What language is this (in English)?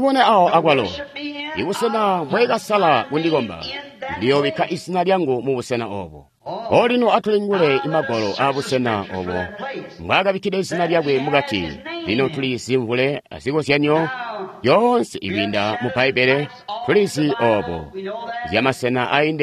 Tonga (Zambia)